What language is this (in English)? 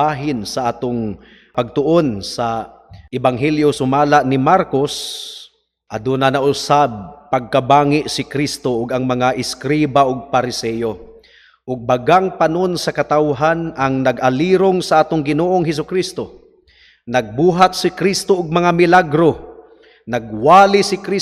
Cebuano